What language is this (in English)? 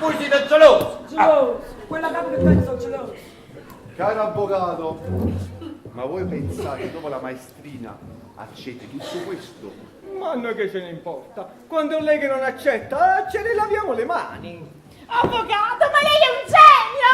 Neapolitan